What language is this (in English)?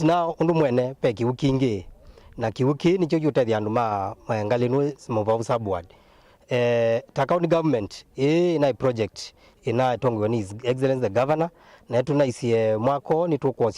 Kamba